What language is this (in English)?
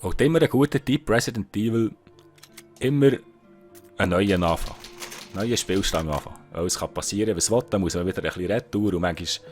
Swiss German